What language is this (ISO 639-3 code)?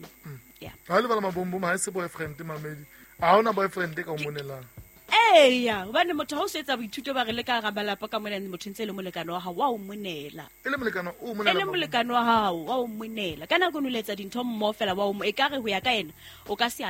sot